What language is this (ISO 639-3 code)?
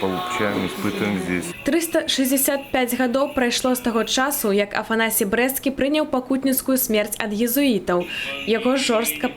bel